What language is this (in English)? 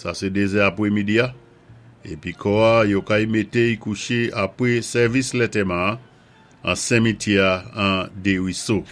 Saint Lucian Creole French